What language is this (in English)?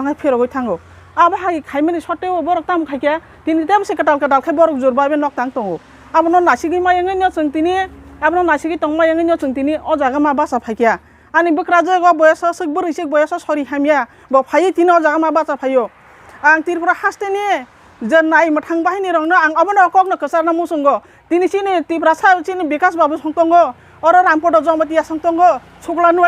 Kok Borok